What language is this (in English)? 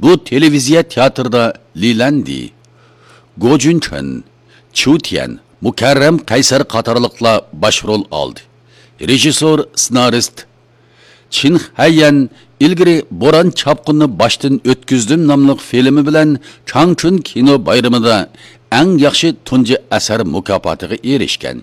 Uyghur